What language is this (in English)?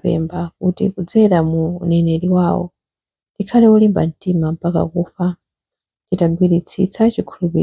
Nyanja